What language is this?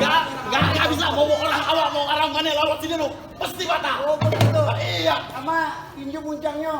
Betawi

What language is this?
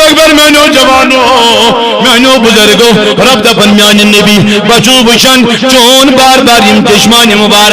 Kashmiri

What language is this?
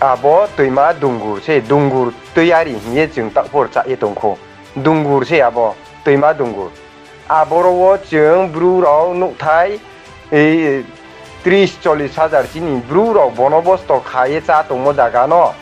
Riang (India)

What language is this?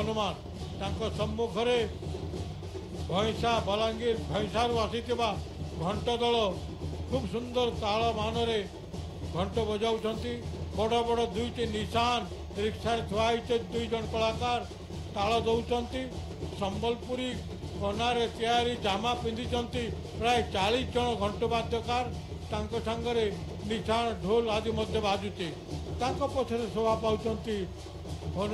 Odia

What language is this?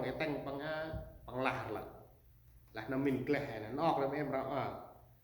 Central Mnong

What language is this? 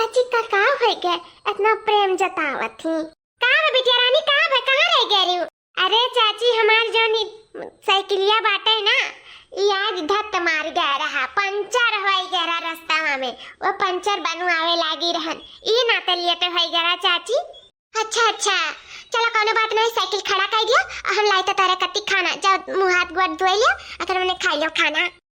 Awadhi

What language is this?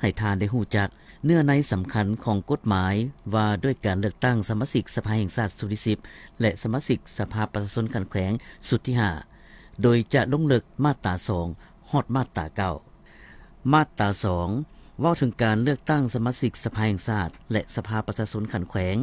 Lao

